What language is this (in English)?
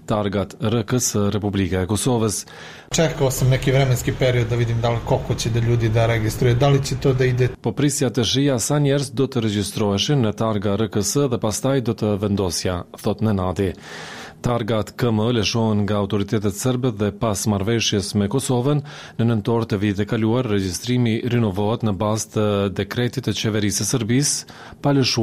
Albanian